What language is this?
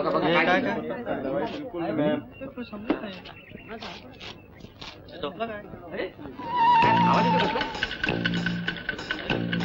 Marathi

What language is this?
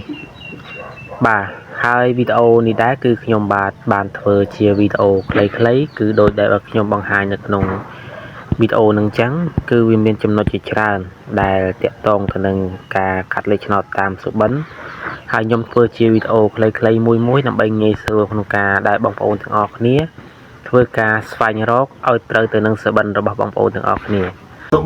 Khmer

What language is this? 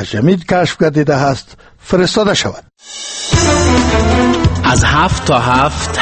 Persian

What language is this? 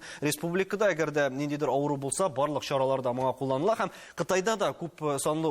Tatar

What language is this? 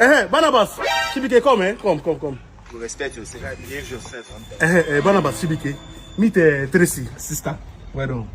Nigerian Pidgin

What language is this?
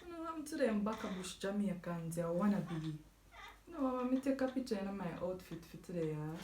Jamaican Creole English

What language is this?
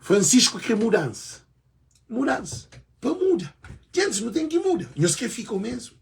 Kabuverdianu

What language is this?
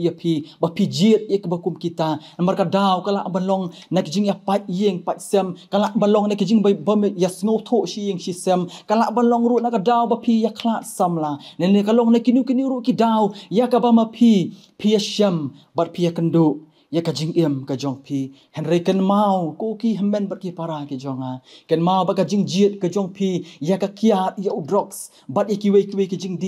Khasi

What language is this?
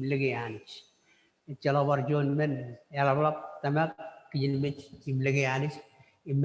Marshallese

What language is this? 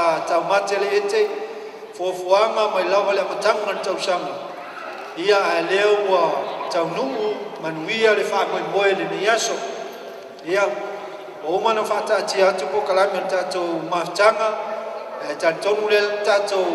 Samoan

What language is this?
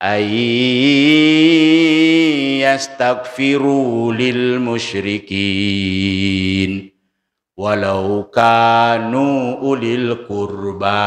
Buginese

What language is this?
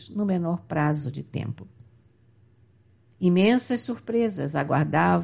Portuguese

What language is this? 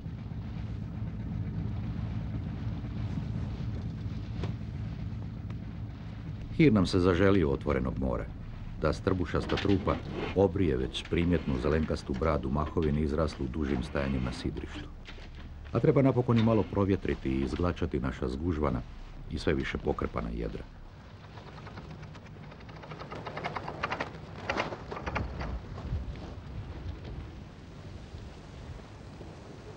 Croatian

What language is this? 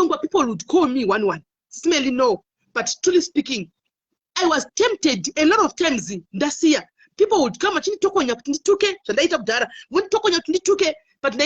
Shona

